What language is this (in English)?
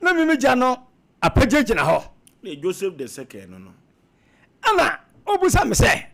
Akan